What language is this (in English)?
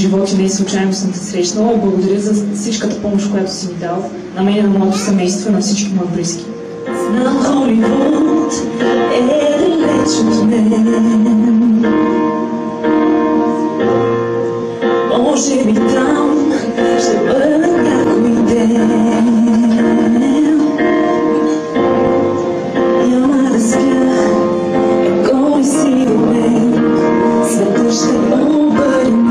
Bulgarian